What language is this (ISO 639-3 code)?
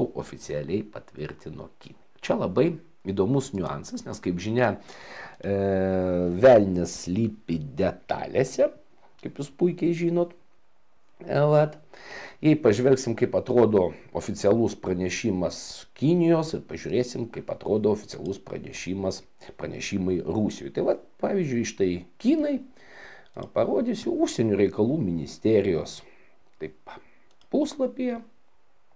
lit